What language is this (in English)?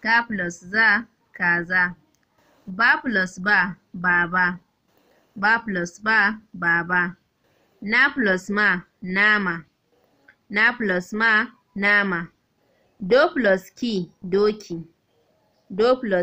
Hausa